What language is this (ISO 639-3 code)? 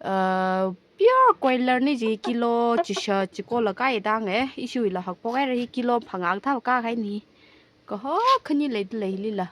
nmf